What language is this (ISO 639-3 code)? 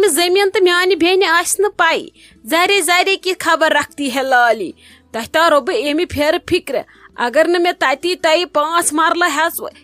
kas